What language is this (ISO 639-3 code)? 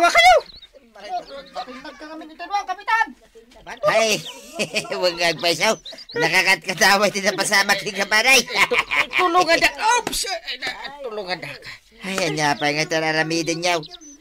ilo